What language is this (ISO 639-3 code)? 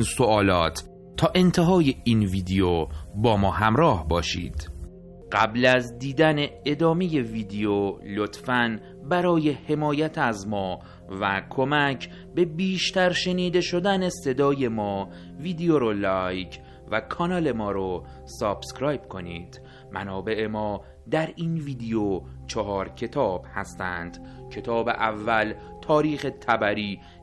fas